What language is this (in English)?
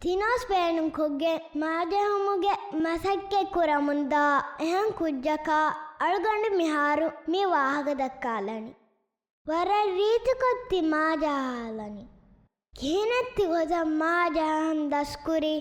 Divehi